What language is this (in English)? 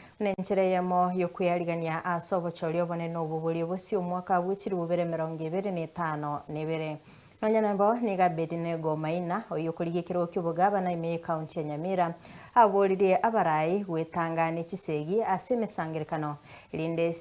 Gusii